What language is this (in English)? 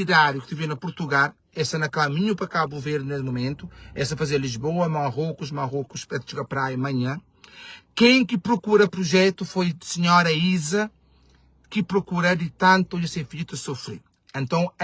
Kabuverdianu